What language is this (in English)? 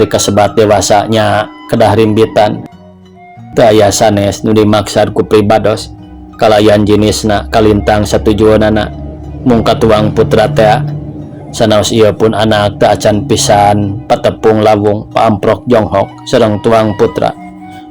Sundanese